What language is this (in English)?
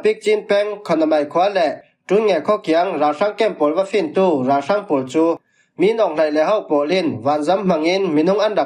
Falam Chin